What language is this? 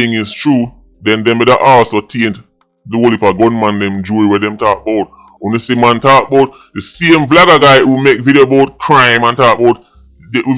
Jamaican Creole English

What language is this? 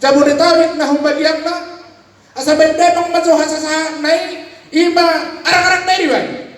Batak Toba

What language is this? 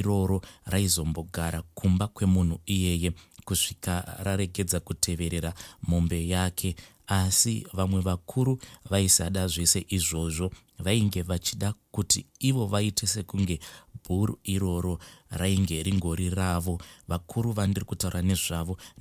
Shona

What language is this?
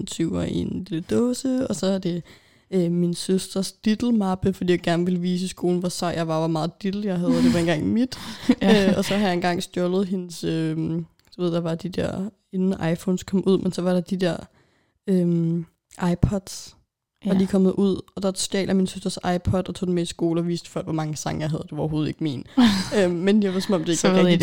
Danish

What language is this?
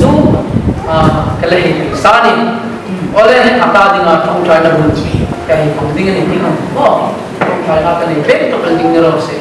Hmar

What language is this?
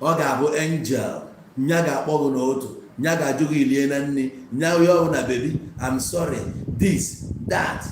Igbo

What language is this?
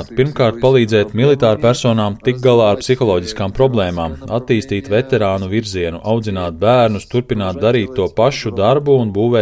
Latvian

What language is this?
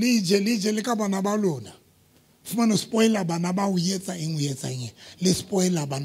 Southern Sotho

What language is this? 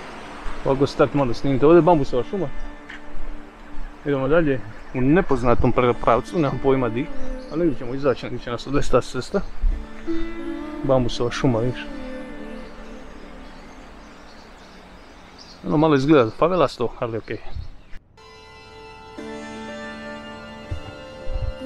Croatian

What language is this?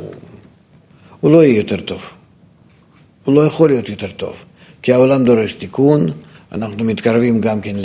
Hebrew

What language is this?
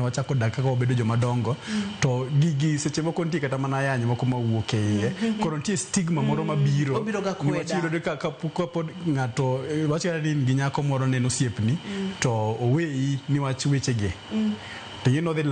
Luo (Kenya and Tanzania)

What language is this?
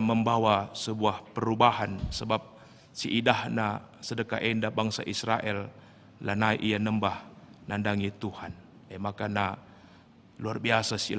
Batak Karo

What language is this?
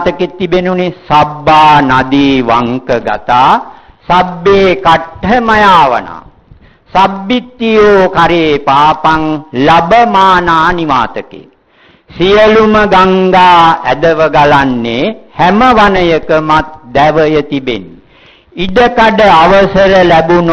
Sinhala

